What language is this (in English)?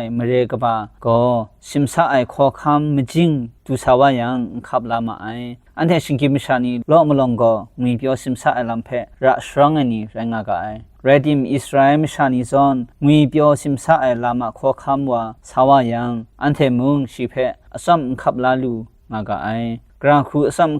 Kachin